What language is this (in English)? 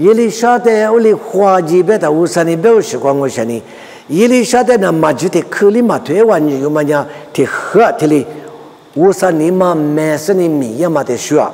Lisu